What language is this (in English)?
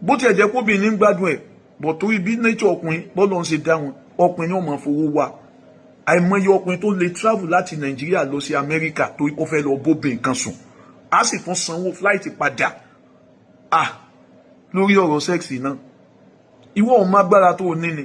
Yoruba